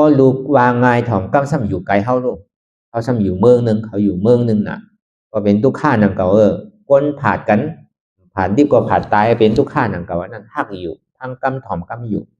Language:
Shan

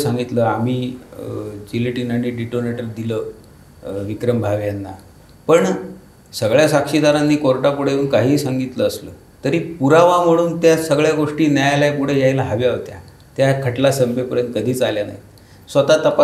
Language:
Marathi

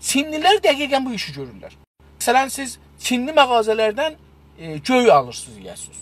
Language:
South Azerbaijani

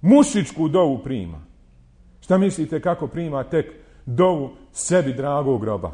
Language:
Bosnian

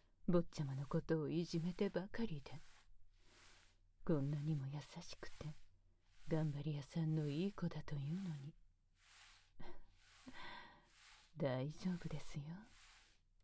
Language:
Japanese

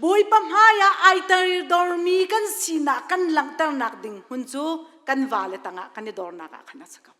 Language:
Hakha Chin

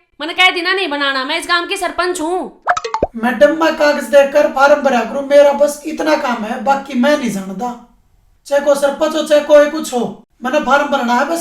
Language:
Haryanvi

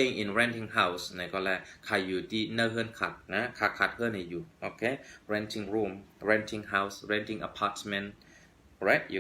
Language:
Shan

